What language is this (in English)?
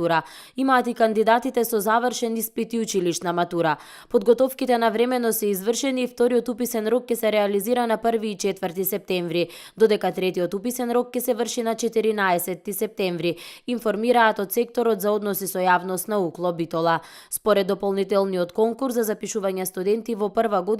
Macedonian